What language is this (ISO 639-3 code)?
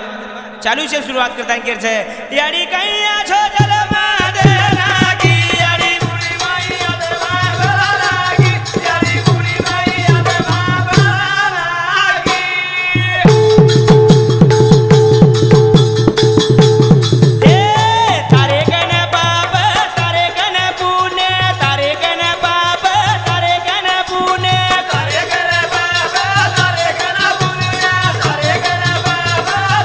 lmn